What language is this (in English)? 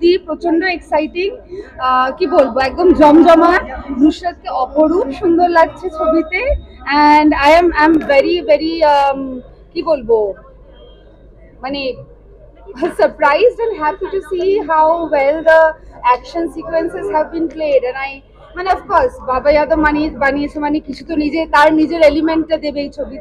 Bangla